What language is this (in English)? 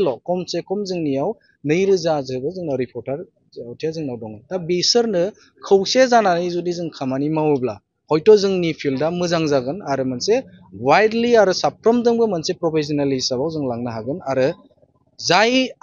Bodo